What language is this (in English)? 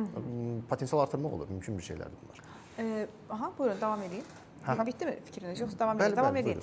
Azerbaijani